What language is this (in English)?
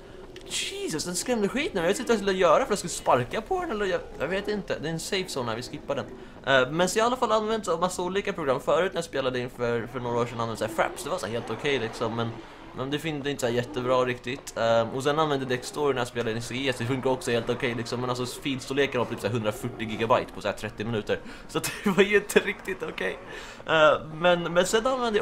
Swedish